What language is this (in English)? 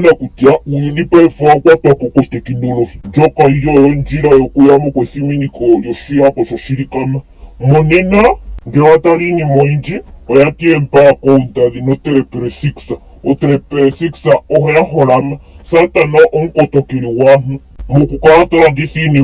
Ndonga